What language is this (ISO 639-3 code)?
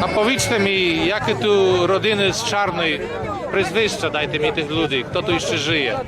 rue